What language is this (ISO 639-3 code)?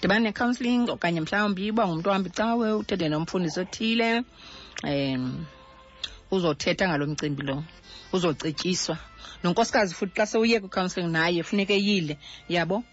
xho